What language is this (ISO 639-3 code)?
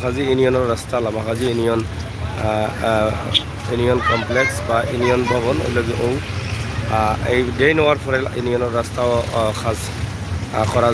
syl